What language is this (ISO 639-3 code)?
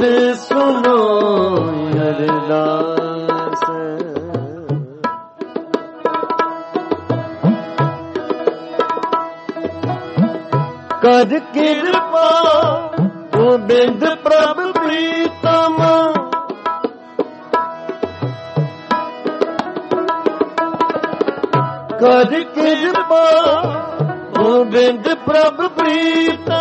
pan